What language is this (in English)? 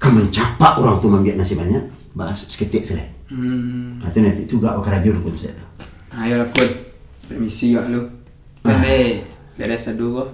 Minangkabau